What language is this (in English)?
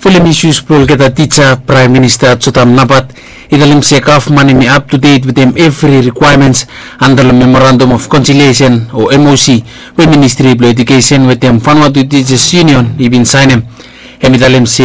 Bislama